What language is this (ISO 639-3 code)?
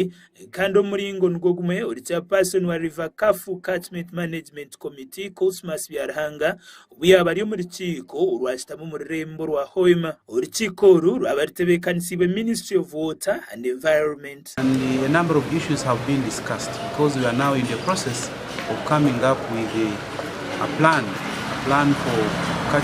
nyn